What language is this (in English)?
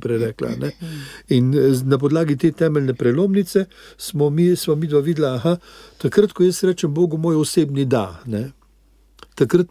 Slovenian